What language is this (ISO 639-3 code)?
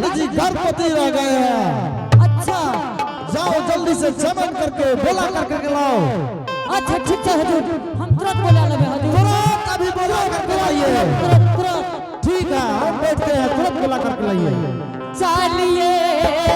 anp